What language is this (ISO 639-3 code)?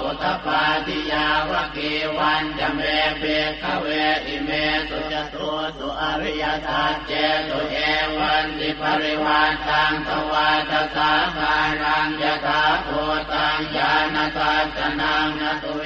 pli